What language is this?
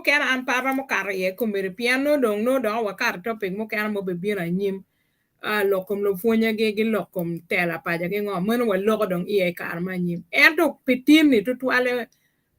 Acoli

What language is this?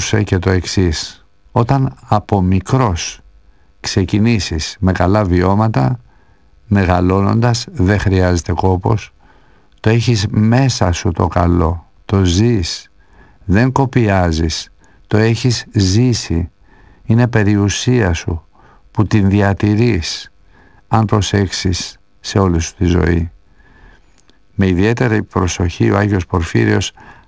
Greek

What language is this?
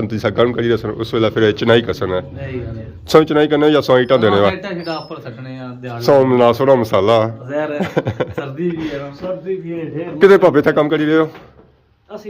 Pahari-Potwari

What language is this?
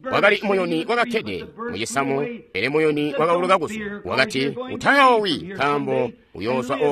Tonga (Zambia)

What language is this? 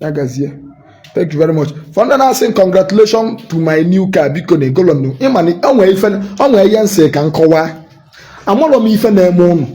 Igbo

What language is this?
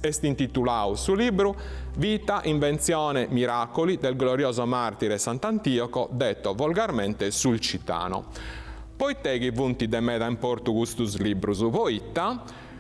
Sardinian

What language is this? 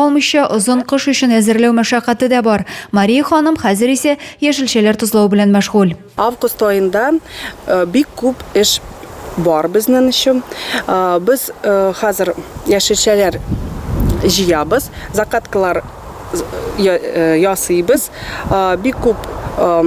Tatar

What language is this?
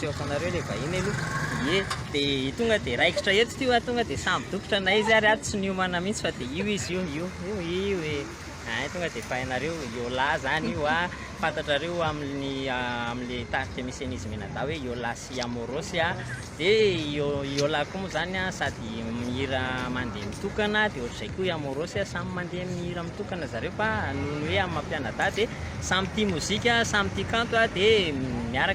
Malagasy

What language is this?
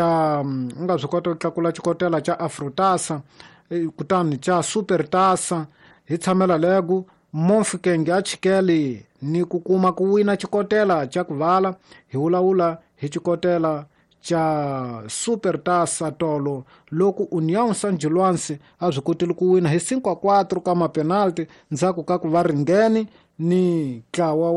Tsonga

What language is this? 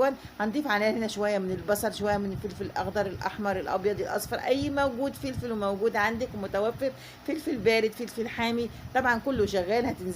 Egyptian Arabic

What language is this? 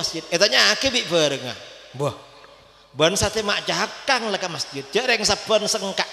Madurese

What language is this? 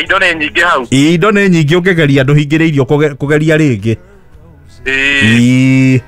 Kikuyu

